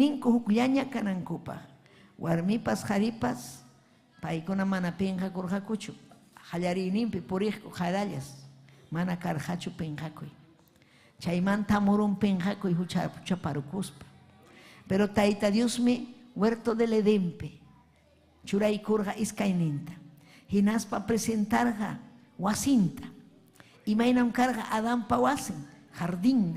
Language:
Ayacucho Quechua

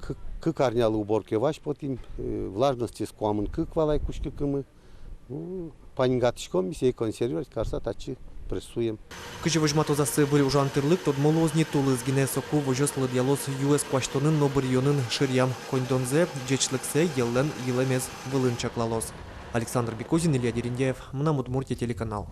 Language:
Udmurt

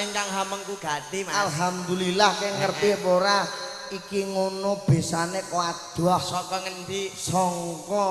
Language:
Javanese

